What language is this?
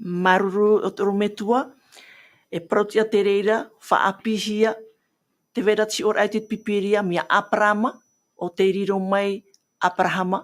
Tahitian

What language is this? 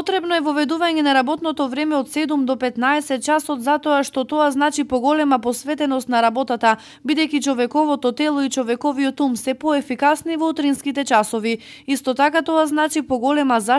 Macedonian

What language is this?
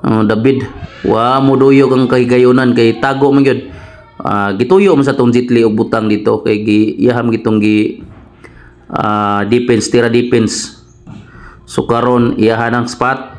Cebuano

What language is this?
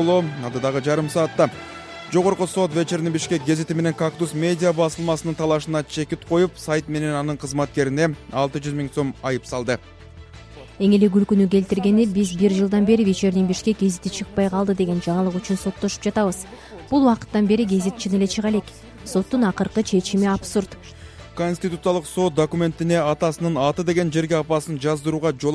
Kyrgyz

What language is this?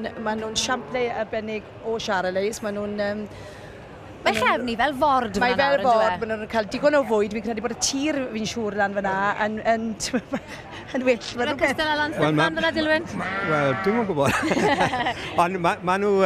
Welsh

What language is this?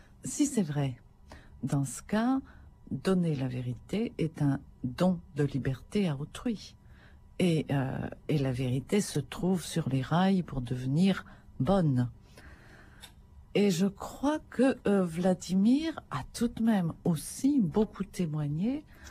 French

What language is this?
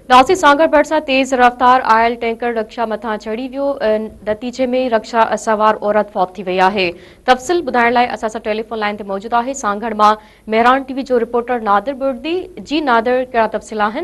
Sindhi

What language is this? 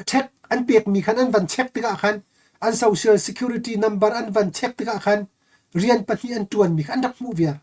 Hakha Chin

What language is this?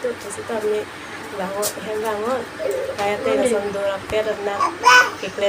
Karbi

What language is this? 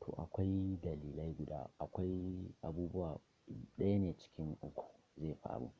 Hausa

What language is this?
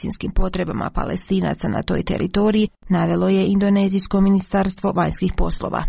Croatian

